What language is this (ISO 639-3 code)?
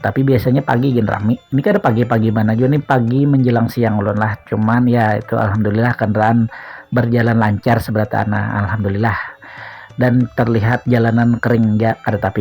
bjn